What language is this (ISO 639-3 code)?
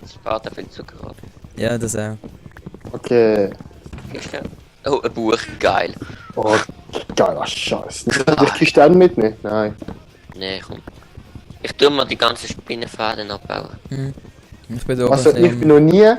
gsw